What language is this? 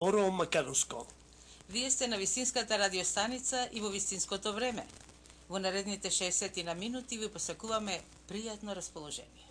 Macedonian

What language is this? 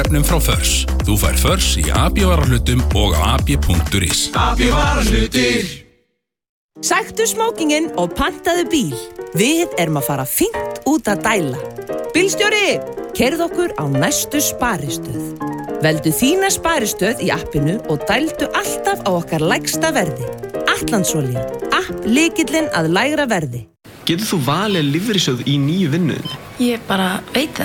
Icelandic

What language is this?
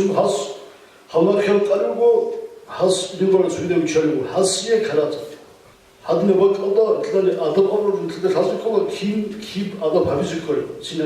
Avaric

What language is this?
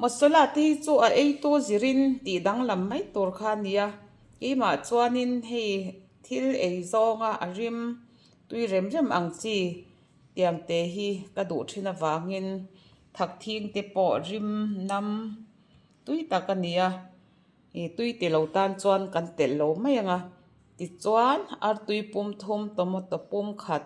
Mizo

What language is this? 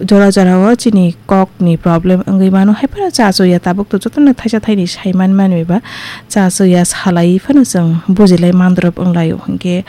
Kok Borok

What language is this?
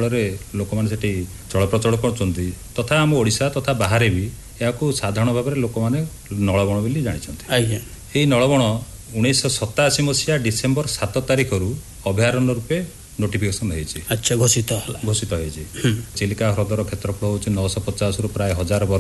Odia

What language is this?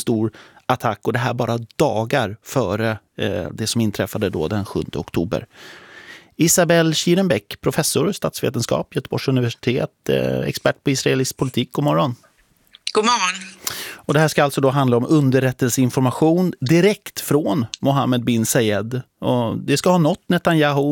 Swedish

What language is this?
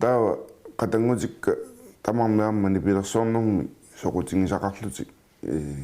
Kalaallisut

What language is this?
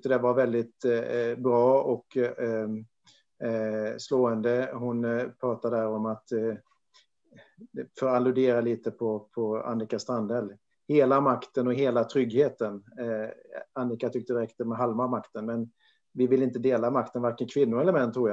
Swedish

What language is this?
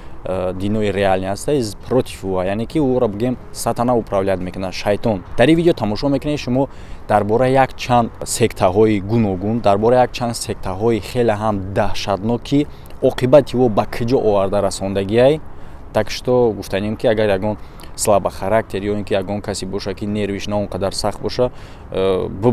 Tajik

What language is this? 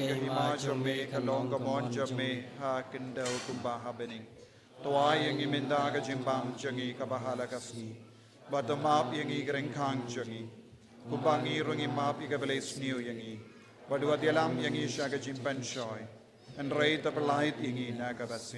Khasi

